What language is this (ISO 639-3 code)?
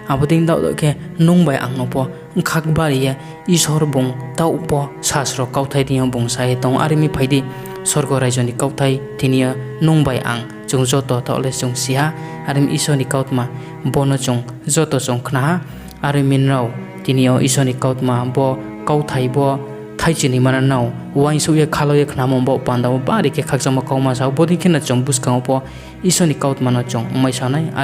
ria